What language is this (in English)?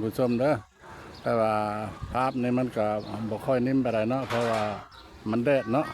Lao